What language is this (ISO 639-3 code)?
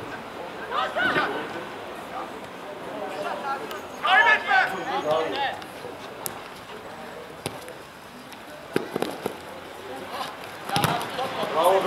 tur